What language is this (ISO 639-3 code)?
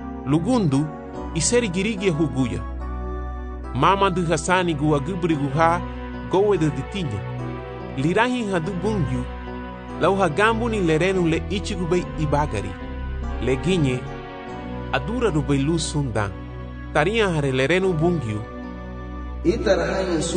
cab